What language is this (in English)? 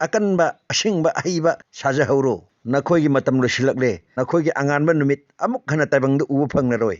Manipuri